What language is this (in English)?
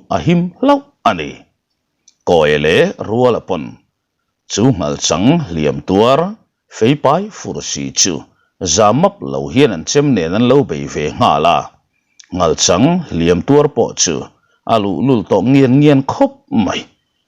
Mizo